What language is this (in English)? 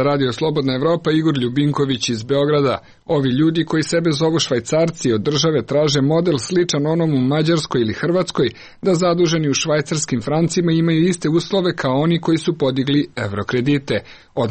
Serbian